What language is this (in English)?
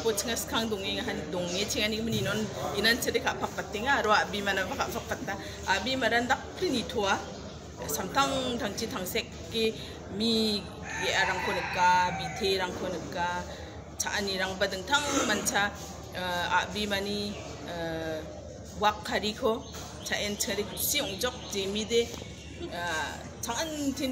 Garo